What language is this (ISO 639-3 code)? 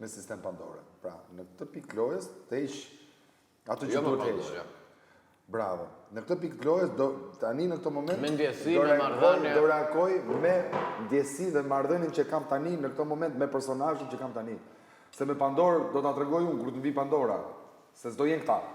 sqi